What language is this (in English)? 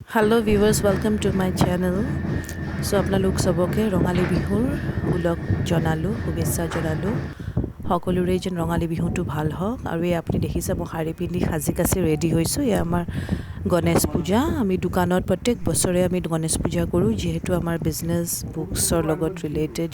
Assamese